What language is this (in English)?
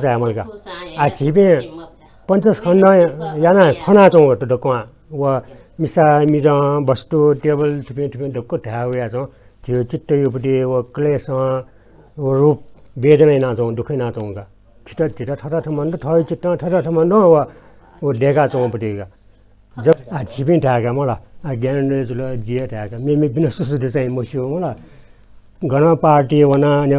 Newari